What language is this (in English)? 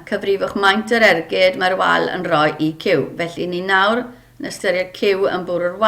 Welsh